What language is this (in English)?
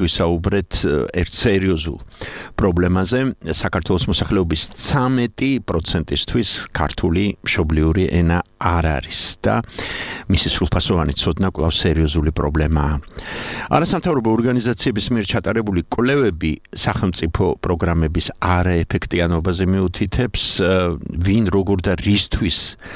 Georgian